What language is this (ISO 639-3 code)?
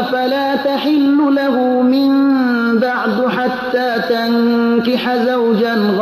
fas